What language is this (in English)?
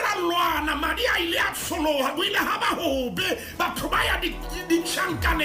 Southern Sotho